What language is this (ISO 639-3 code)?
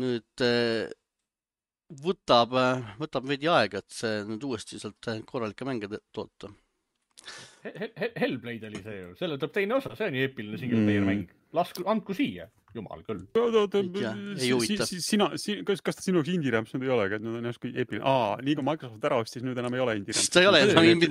est